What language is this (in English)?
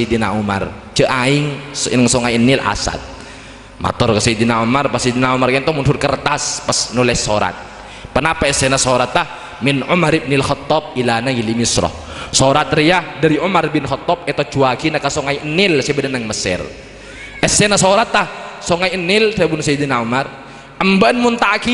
Madurese